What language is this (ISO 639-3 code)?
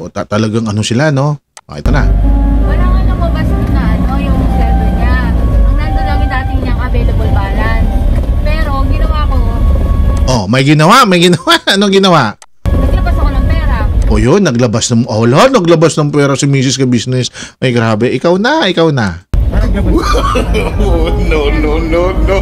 fil